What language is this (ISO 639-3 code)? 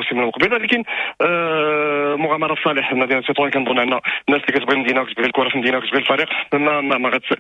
ary